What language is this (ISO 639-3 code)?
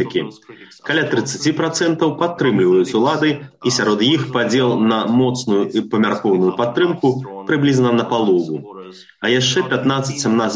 bel